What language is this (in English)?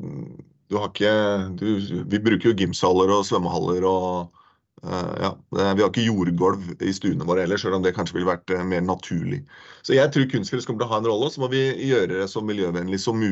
Norwegian